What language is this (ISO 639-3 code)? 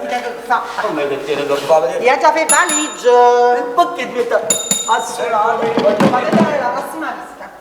nap